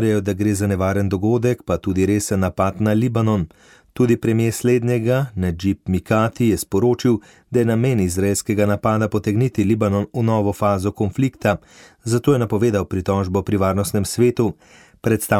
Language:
Slovenian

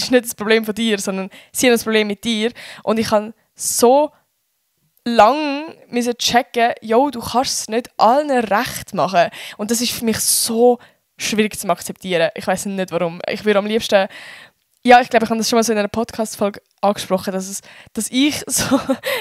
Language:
Swiss German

